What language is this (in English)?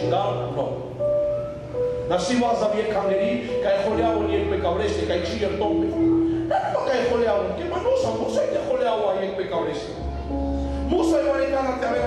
Romanian